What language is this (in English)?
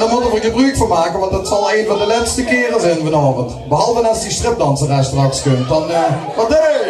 Limburgish